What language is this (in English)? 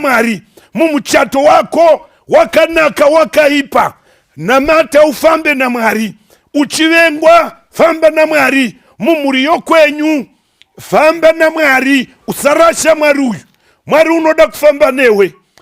Shona